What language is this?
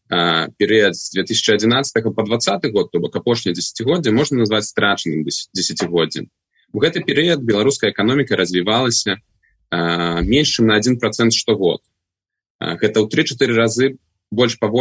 Belarusian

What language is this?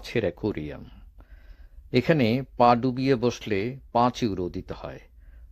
Bangla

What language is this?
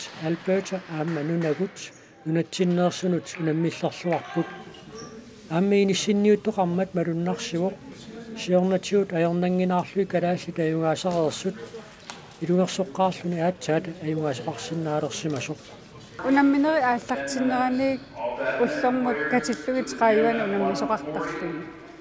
Kalaallisut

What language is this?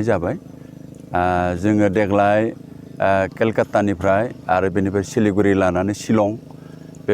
Bodo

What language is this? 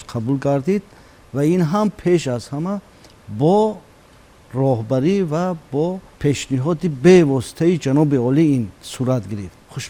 Tajik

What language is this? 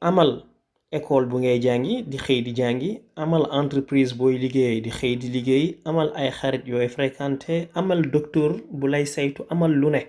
Wolof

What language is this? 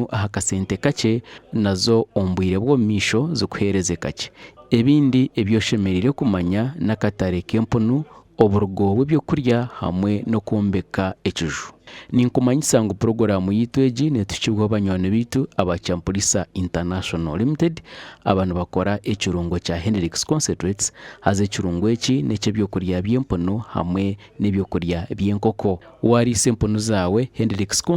Nyankole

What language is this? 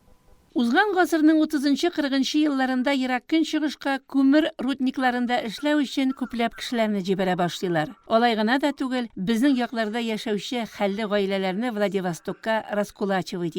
Tatar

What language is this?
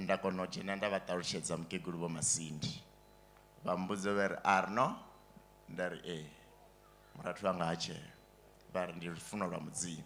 Venda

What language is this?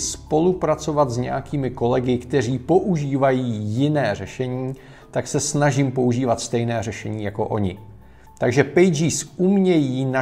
Czech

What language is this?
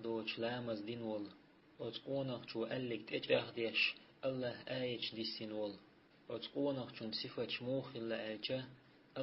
Chechen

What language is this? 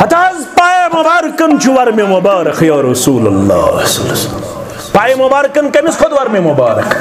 Kashmiri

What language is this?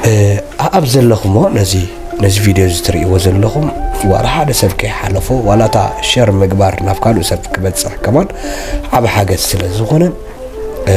Tigrinya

